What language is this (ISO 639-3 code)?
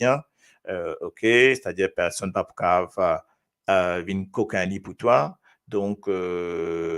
mfe